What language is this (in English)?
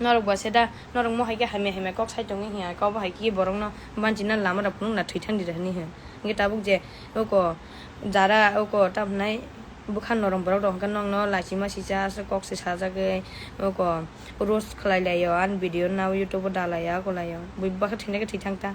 Kok Borok